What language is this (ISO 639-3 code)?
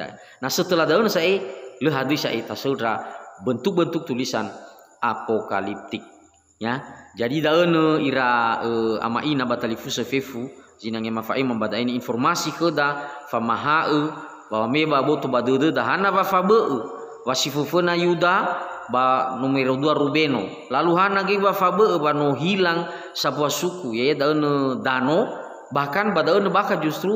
nia